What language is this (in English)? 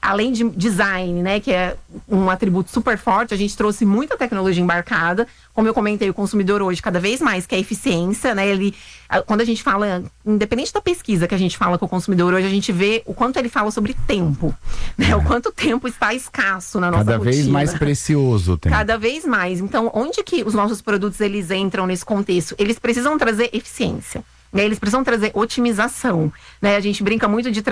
Portuguese